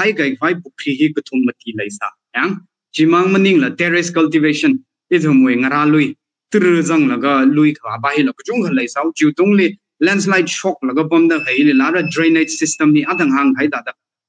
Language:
Tangkhul Naga (India)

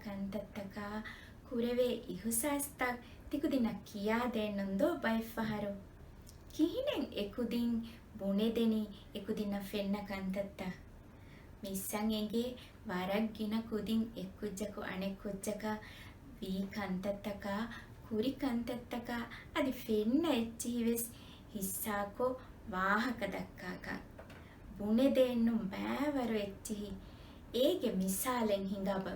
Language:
Divehi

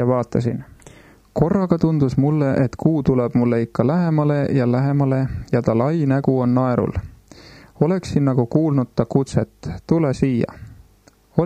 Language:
Estonian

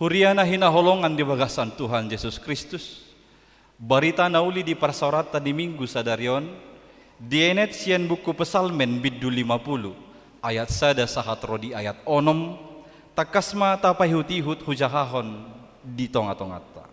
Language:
Batak Toba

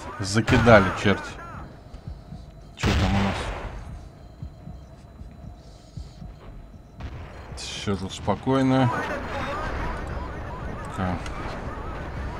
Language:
Russian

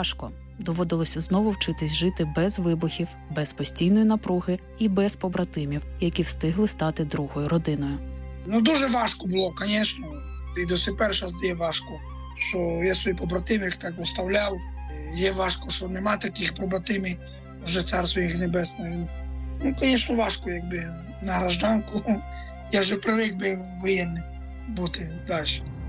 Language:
Ukrainian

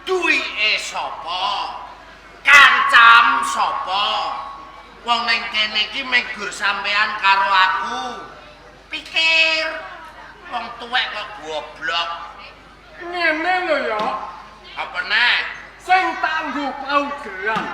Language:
Javanese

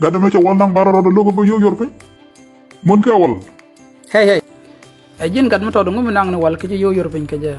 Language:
Nuer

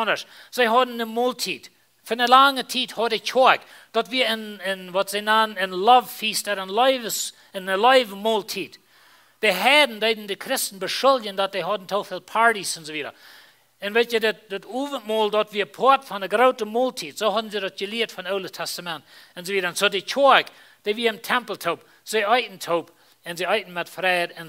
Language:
Plautdietsch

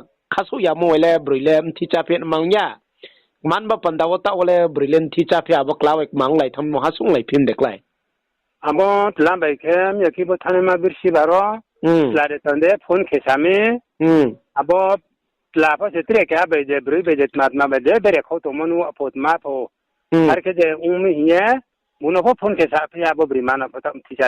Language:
Riang (India)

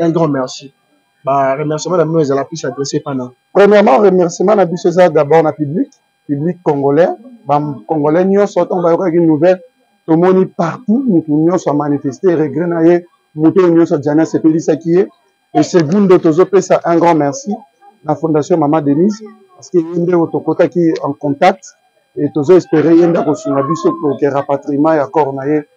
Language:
Lingala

